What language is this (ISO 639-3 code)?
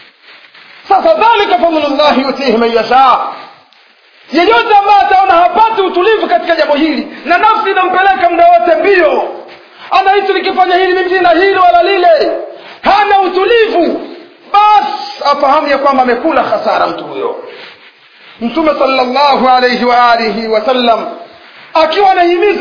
swa